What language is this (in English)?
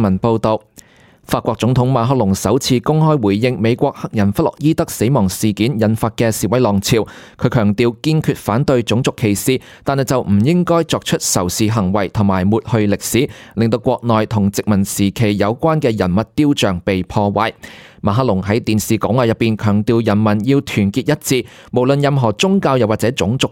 Cantonese